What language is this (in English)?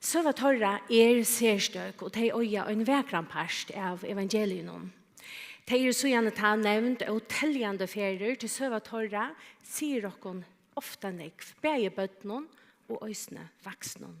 Faroese